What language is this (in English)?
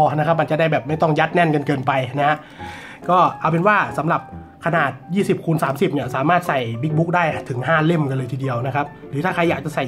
Thai